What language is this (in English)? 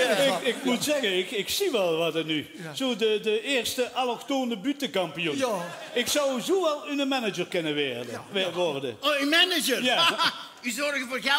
Limburgish